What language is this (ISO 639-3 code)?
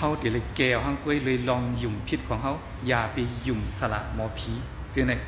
shn